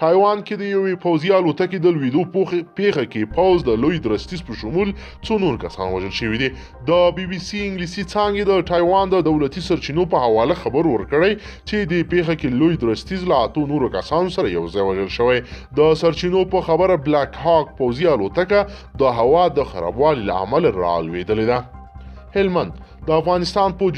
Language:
Pashto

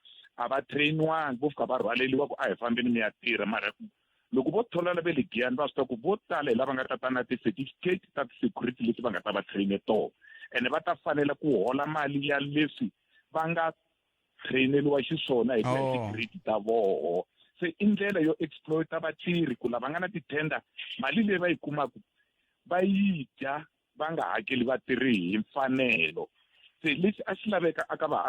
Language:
Tsonga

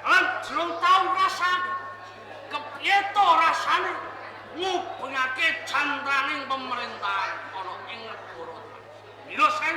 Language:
Javanese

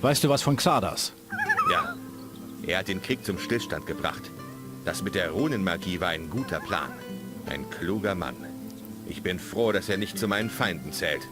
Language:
Bavarian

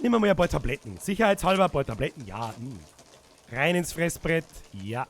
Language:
Bavarian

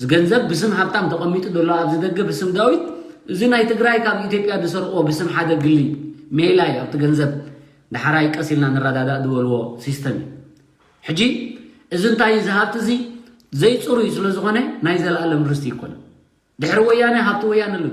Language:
Tigrinya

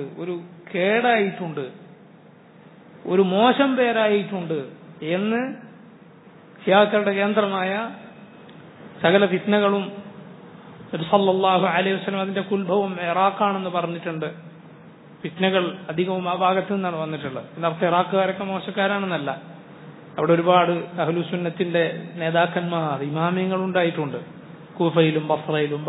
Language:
Malayalam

